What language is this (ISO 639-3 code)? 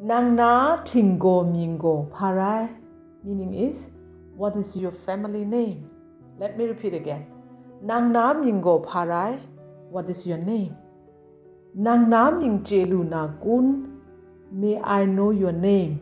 kac